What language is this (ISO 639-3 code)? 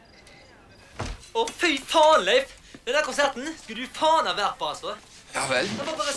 nor